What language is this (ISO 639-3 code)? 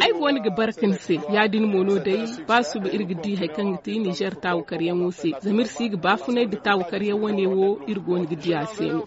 dje